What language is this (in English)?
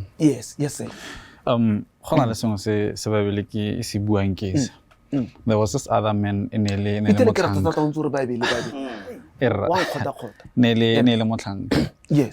Tswana